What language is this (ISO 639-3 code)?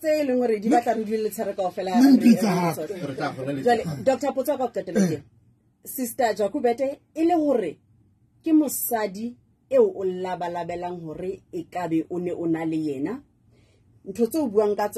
sot